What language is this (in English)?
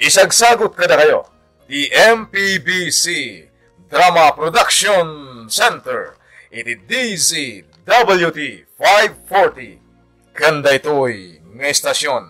Iloko